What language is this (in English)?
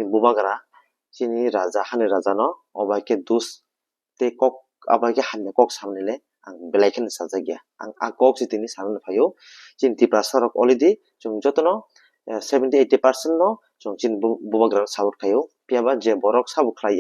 Kok Borok